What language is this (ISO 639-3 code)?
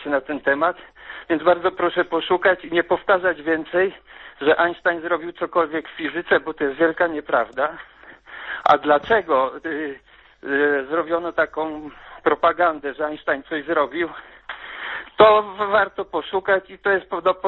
pol